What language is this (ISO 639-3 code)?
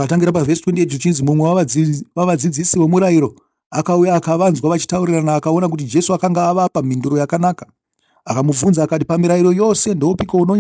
sna